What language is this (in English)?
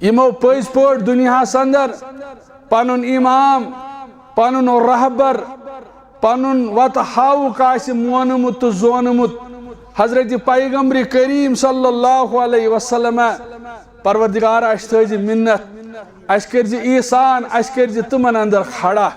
Kashmiri